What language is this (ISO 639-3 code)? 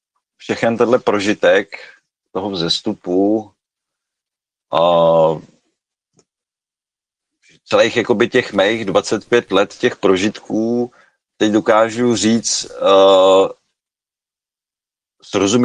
ces